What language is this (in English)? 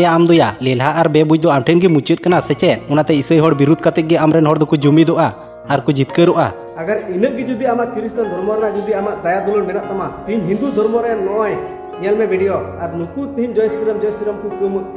Santali